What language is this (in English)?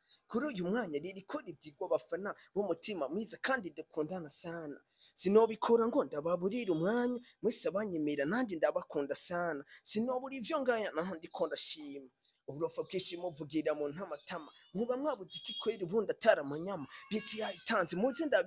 Rundi